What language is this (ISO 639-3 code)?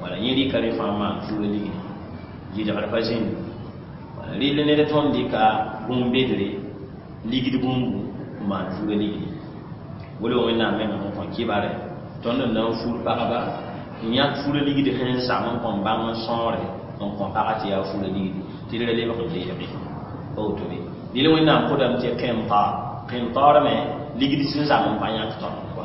mos